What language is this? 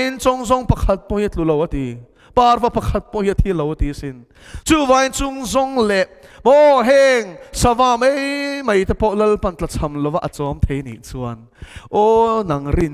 Mizo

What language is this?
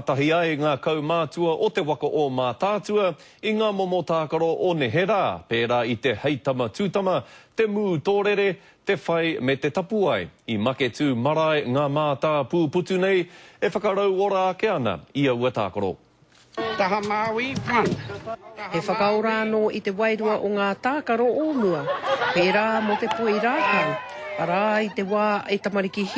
Māori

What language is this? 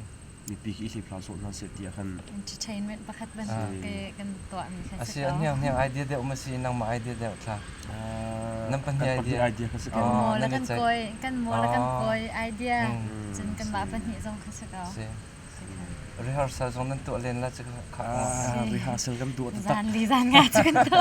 Hakha Chin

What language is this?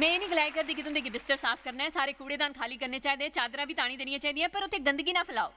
Dogri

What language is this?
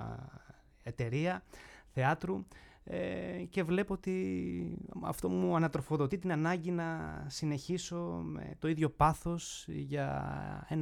Greek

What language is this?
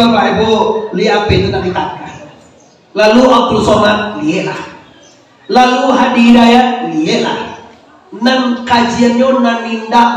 Minangkabau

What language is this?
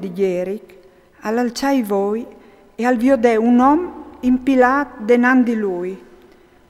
Friulian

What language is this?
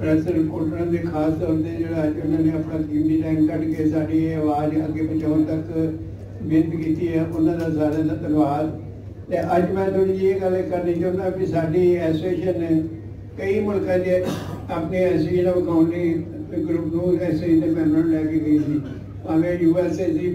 Punjabi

